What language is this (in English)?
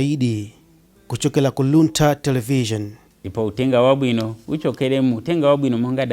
Nyanja